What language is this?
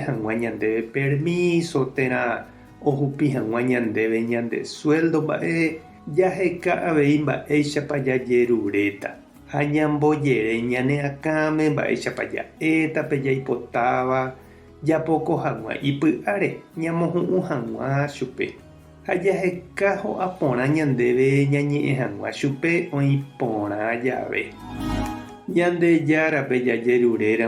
Guarani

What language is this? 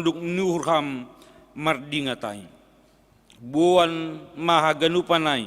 Batak Simalungun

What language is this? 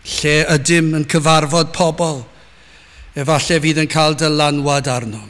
Welsh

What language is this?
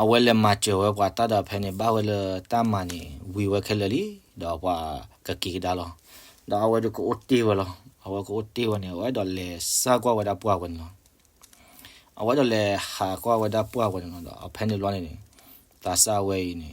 S'gaw Karen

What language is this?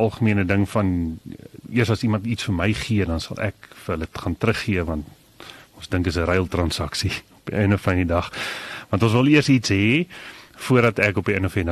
Afrikaans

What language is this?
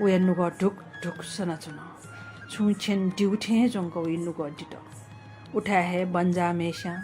Newari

